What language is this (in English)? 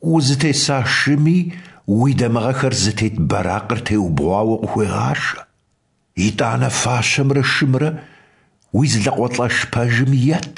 Kabardian